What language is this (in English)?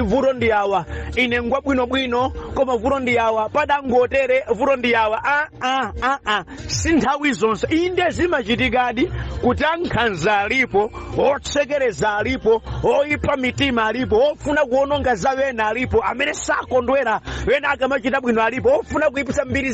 Nyanja